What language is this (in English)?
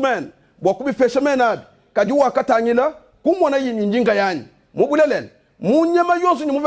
Luba-Lulua